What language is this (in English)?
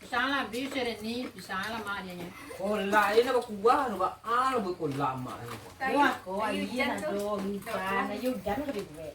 Minangkabau